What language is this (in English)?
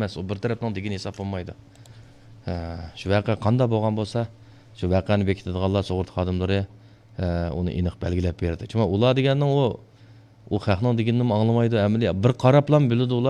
Uyghur